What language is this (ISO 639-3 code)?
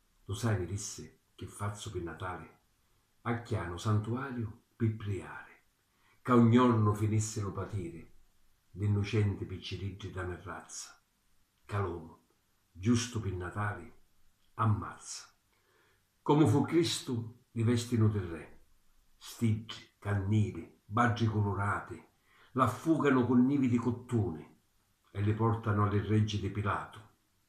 scn